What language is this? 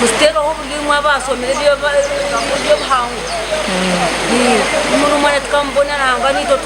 Nyankole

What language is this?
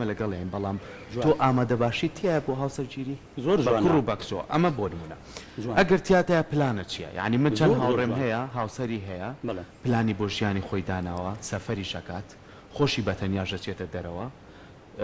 Central Kurdish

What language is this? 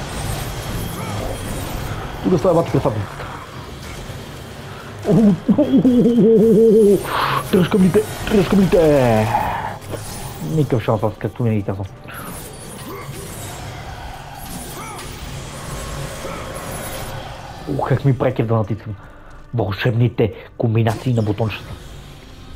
Bulgarian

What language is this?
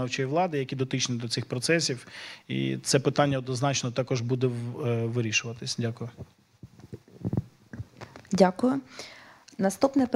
Ukrainian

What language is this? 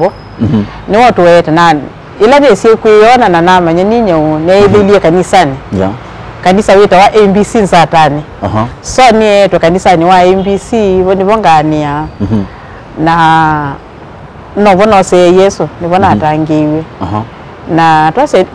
Kamba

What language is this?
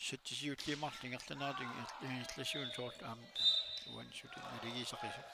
Kalaallisut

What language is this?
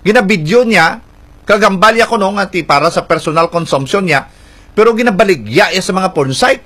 Hiligaynon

